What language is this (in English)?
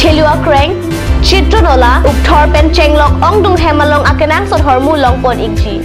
Karbi